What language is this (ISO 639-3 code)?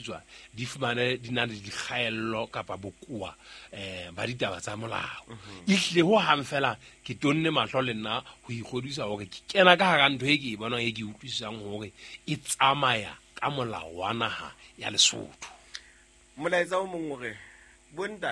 sot